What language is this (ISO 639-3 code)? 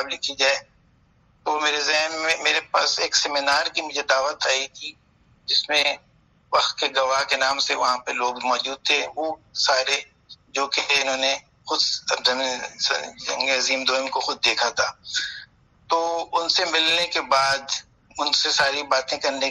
urd